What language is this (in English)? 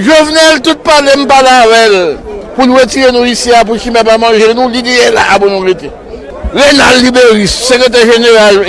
Haitian Creole